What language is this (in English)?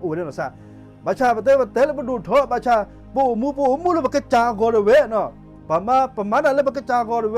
S'gaw Karen